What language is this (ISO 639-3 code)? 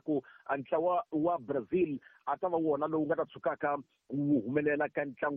tso